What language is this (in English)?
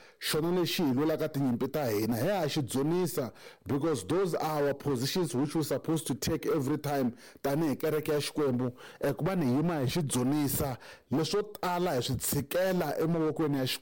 Tsonga